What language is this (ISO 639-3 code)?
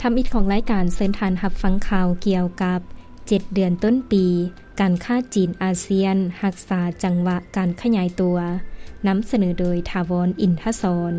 lao